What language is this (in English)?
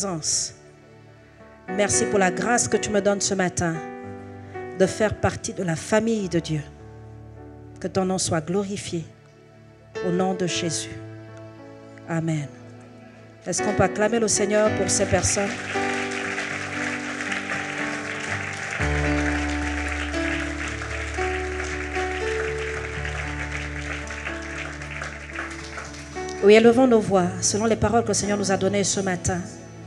French